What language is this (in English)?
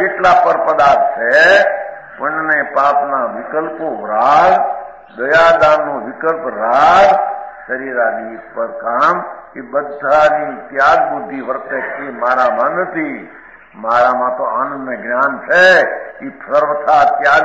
Gujarati